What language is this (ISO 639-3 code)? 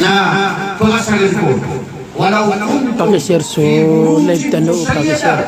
mrw